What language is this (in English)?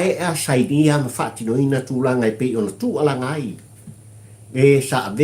Samoan